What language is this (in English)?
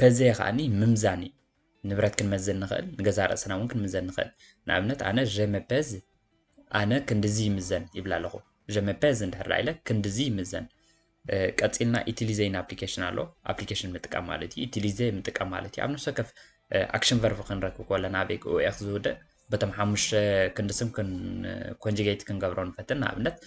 Tigrinya